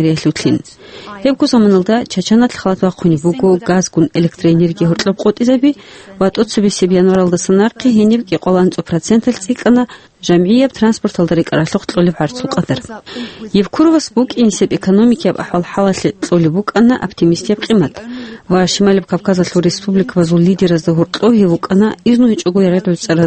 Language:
Avaric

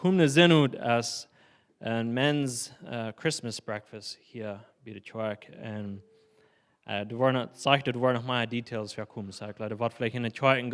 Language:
Plautdietsch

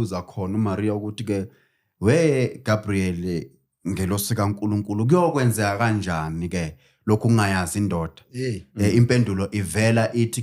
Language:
Zulu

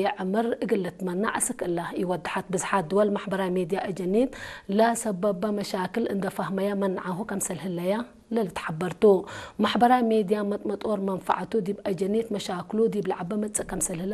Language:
Tigre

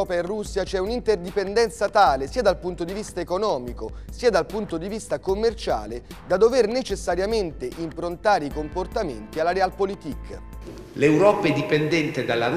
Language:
Italian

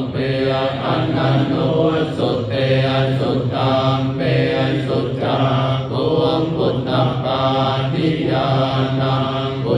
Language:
Pali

